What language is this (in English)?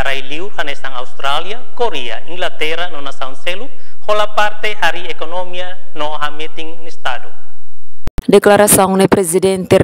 Tetum